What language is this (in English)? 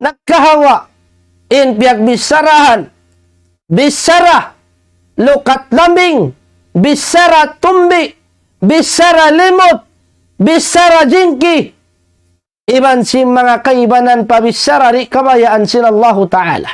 Tausug